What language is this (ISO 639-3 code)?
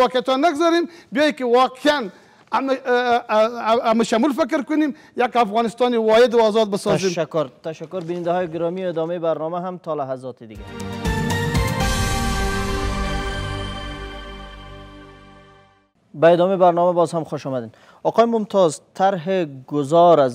fas